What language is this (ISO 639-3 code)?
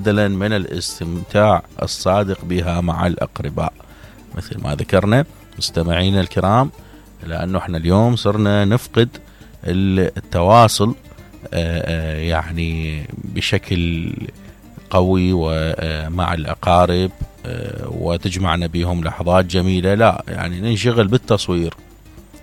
acm